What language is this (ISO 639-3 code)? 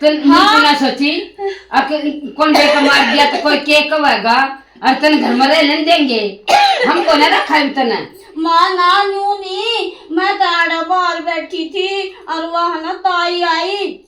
bgc